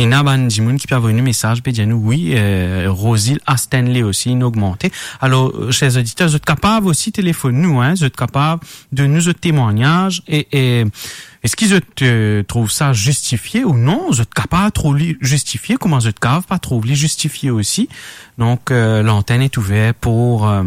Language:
Morisyen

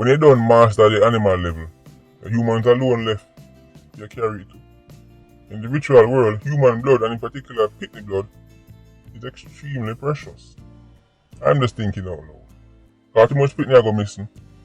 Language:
Jamaican Creole English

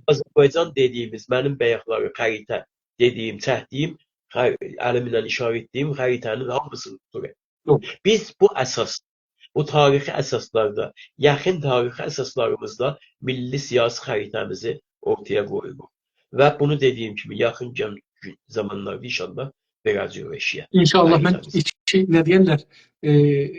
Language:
South Azerbaijani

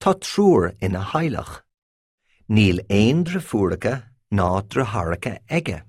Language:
Irish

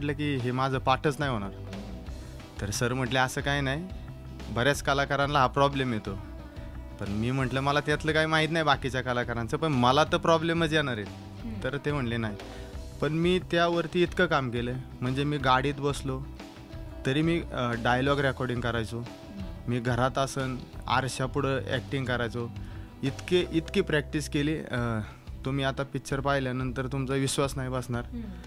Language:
Marathi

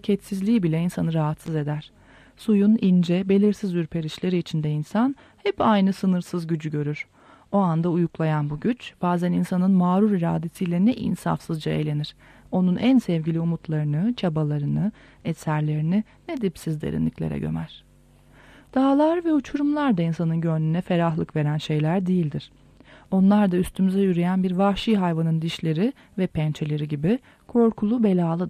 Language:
Turkish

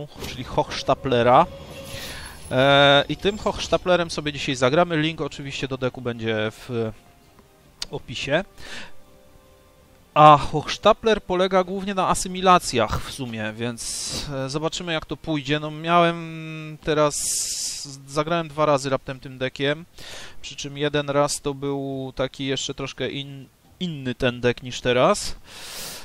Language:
Polish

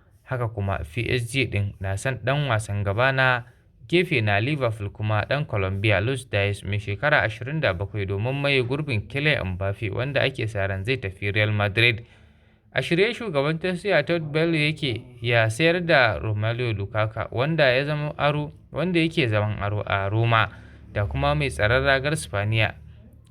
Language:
Hausa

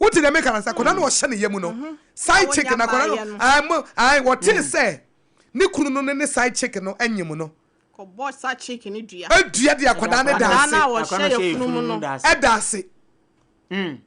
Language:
Akan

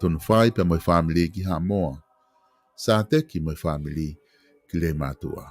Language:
Tongan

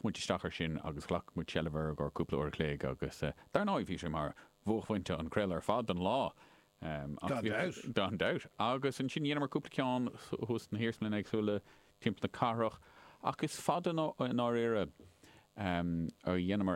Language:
Irish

